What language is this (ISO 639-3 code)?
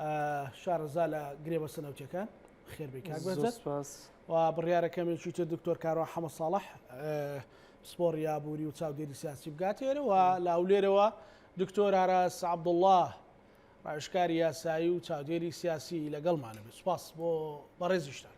ckb